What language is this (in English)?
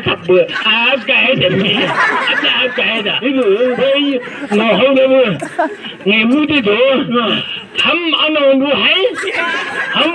Chang Naga